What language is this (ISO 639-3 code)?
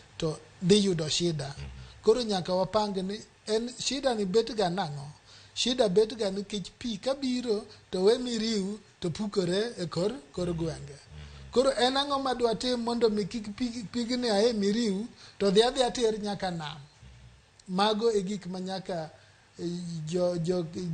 luo